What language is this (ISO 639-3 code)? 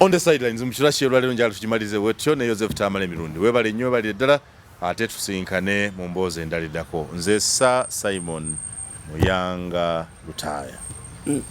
lug